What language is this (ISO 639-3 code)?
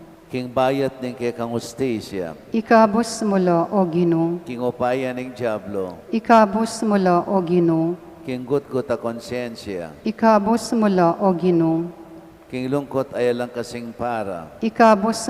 pam